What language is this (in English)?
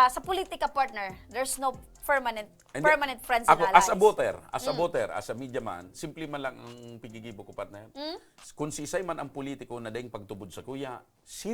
Bikol